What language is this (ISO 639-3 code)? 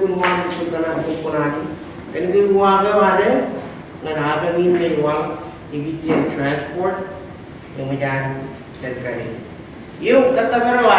mah